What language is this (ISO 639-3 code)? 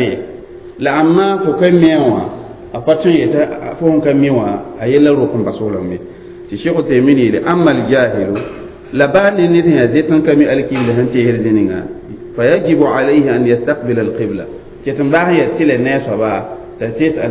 mos